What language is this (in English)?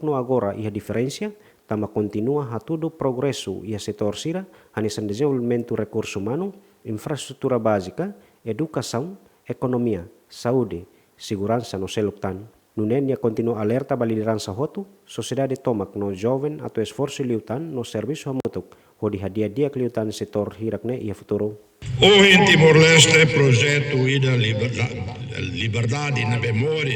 Tetum